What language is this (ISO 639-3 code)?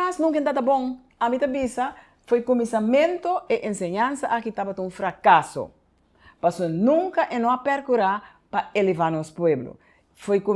pap